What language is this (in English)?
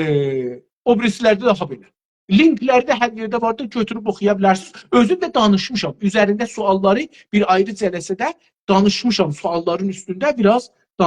South Azerbaijani